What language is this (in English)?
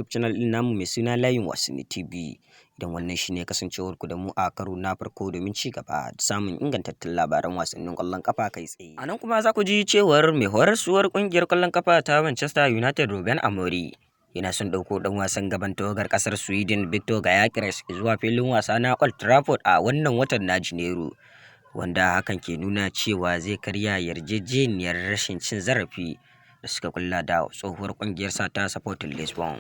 Hausa